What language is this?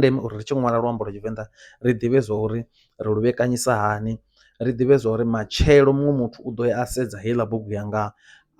Venda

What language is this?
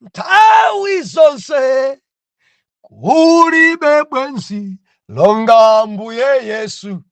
Nyanja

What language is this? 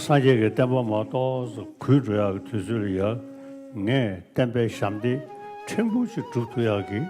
Tibetan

